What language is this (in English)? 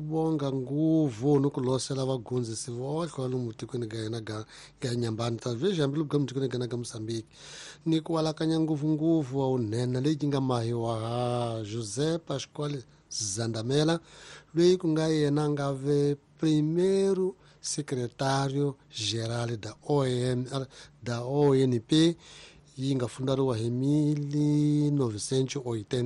Tsonga